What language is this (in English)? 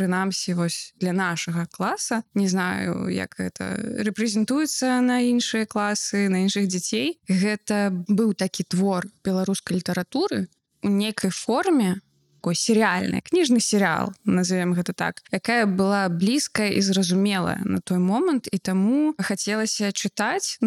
Belarusian